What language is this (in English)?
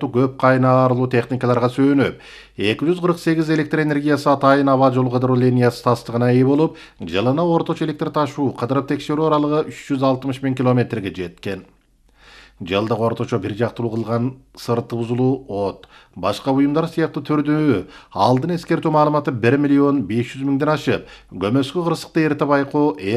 Kyrgyz